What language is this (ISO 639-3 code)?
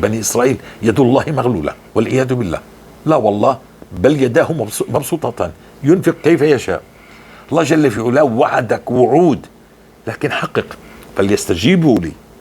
apc